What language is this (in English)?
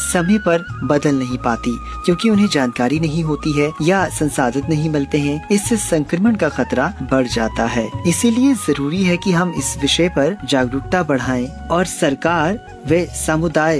Hindi